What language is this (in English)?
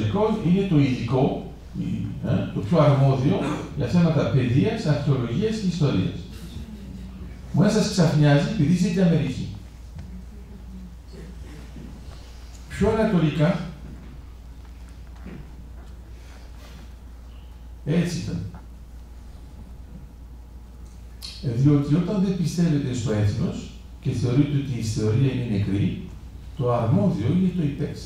Greek